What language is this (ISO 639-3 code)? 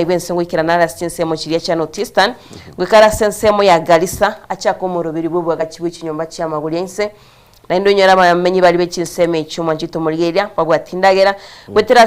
guz